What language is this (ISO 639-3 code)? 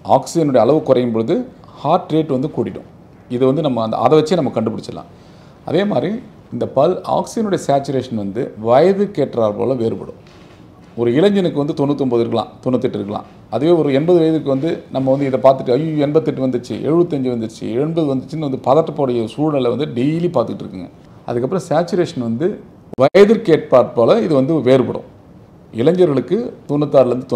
tam